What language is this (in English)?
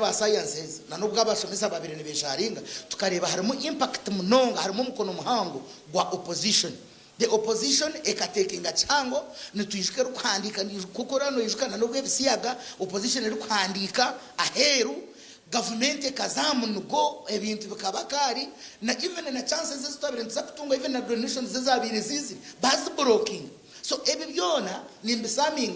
Nyankole